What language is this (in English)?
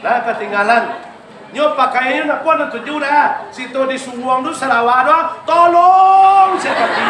Minangkabau